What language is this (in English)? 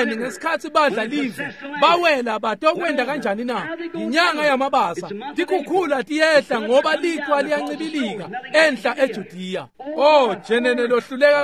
Swati